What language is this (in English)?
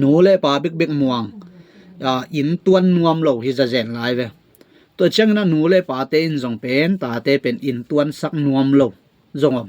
Tedim Chin